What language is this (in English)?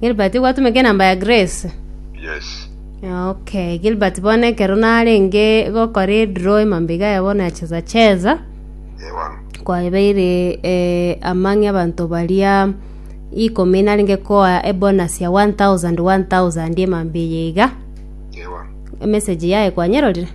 Gusii